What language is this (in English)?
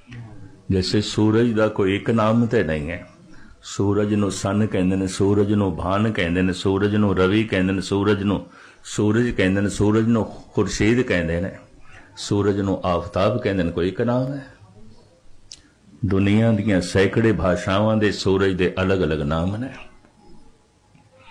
Punjabi